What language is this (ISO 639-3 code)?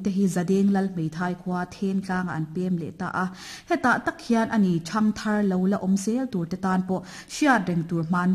lus